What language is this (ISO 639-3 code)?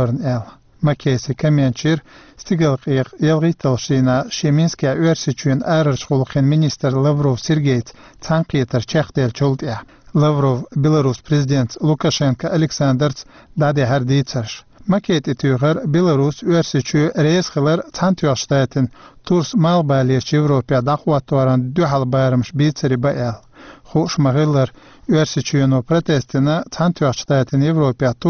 che